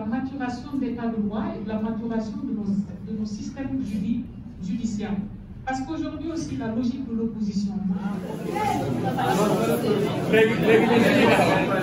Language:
French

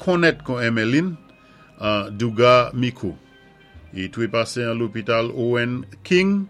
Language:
Saint Lucian Creole French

